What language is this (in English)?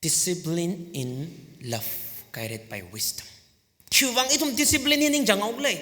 Tangkhul Naga (India)